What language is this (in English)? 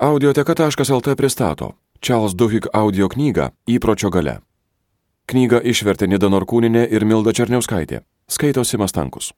Lithuanian